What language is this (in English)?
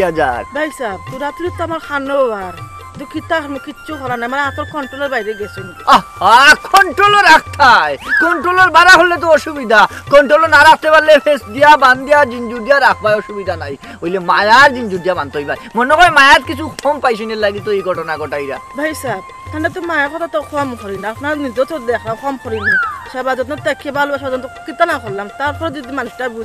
Sylheti